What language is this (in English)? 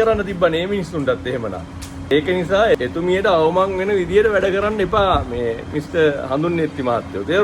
Sinhala